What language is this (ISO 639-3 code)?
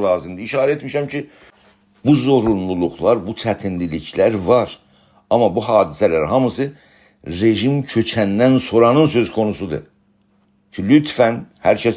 azb